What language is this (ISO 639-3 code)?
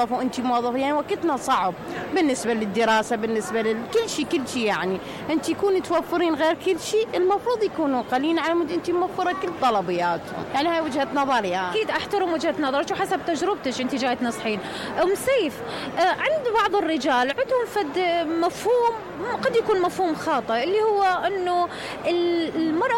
acm